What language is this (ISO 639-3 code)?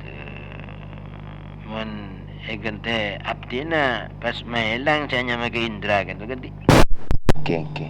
mad